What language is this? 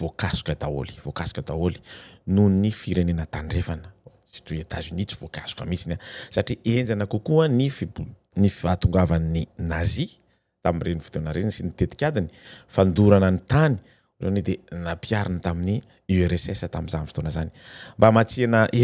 Malagasy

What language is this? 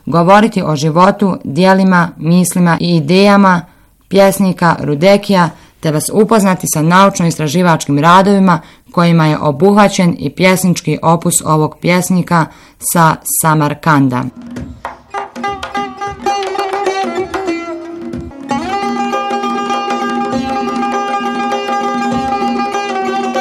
Bosnian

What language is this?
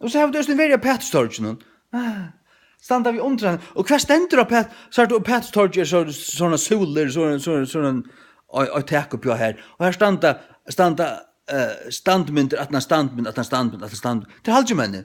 Faroese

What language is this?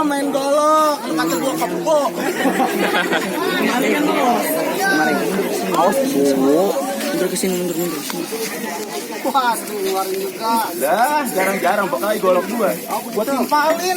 Betawi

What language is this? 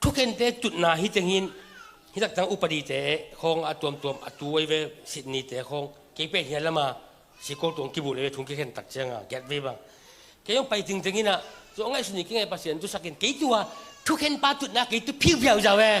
Tedim Chin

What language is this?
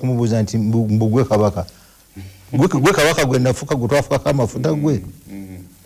Ganda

